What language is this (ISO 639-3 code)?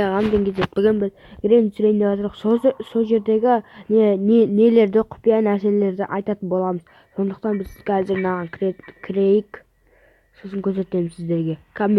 kaz